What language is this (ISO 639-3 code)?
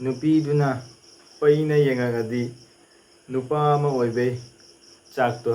mni